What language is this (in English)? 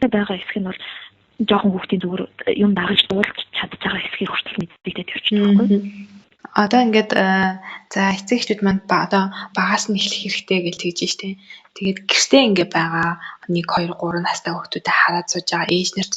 Mongolian